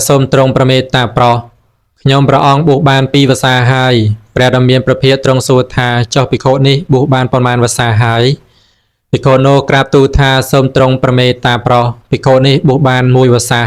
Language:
Khmer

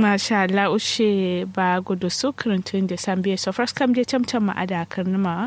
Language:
Kanuri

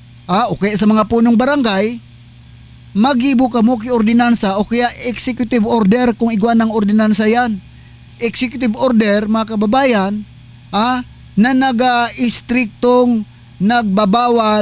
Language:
Bikol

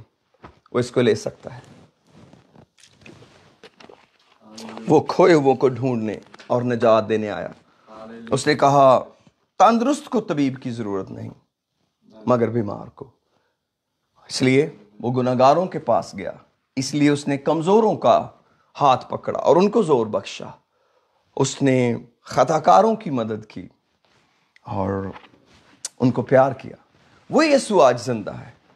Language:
Urdu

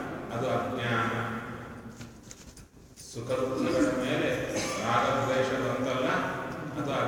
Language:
Kannada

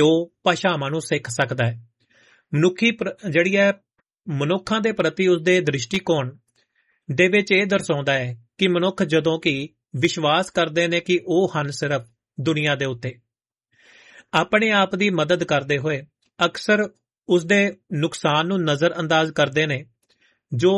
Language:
Punjabi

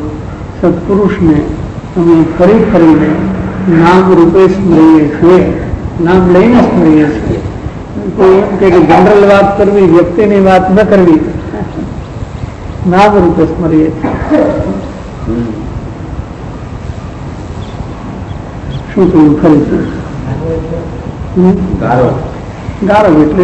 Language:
Gujarati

